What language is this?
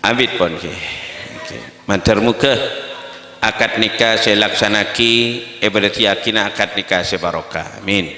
Madurese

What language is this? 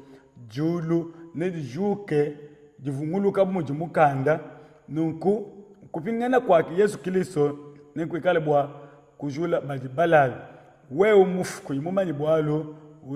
Luba-Lulua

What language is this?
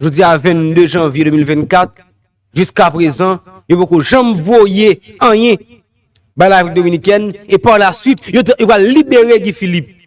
Haitian Creole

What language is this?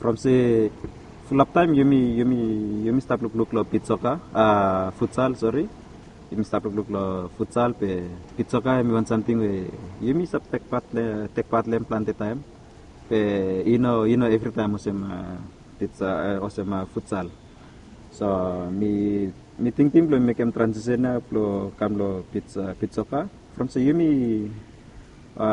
Bislama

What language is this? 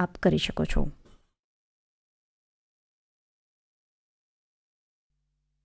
Gujarati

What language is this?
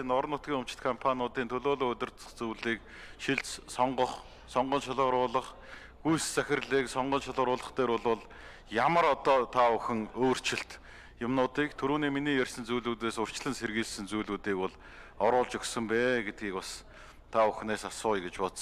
Mongolian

